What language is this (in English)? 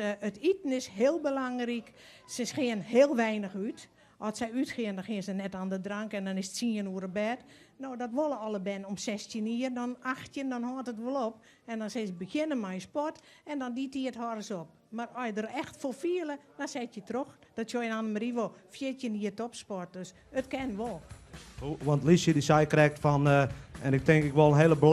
Western Frisian